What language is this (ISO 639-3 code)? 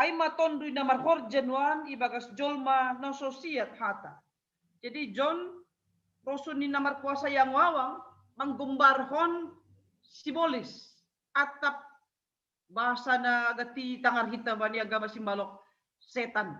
bts